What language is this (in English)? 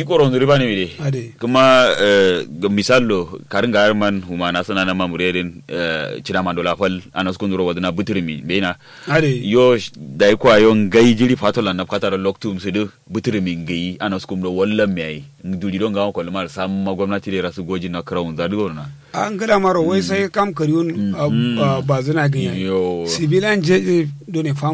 Kanuri